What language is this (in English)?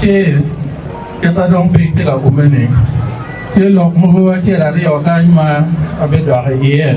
Acoli